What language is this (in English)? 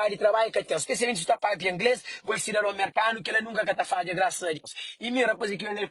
Kabuverdianu